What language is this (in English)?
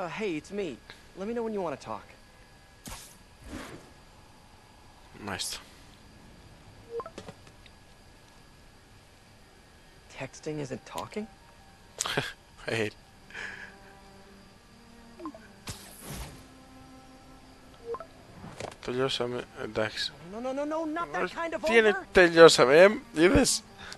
Greek